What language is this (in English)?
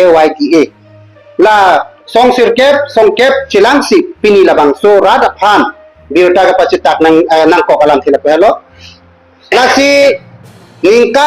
Karbi